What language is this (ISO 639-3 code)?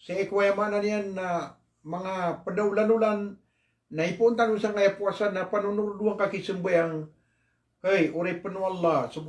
mrw